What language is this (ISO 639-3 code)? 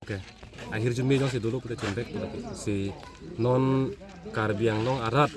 mjw